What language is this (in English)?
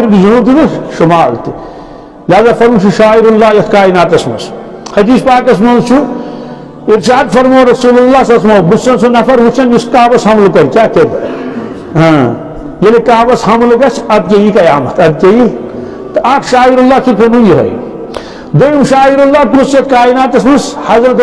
Kashmiri